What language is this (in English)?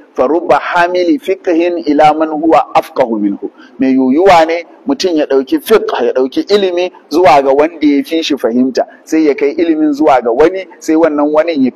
Hausa